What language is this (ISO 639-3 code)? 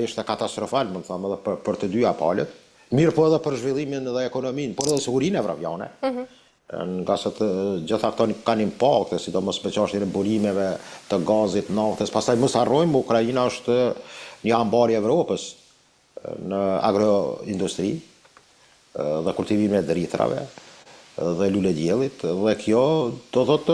sqi